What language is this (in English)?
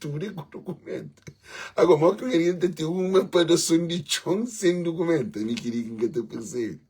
Kabuverdianu